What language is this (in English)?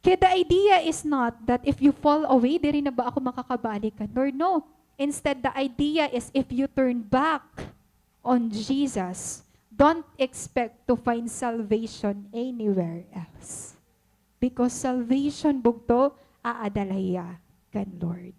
Waray